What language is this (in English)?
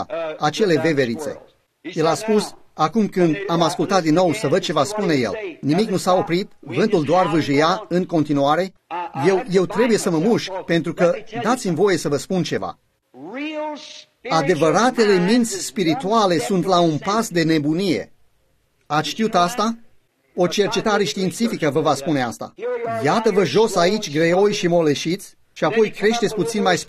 Romanian